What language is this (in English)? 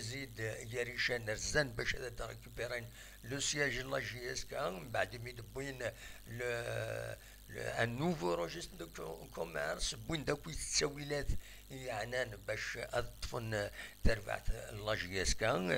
Kabyle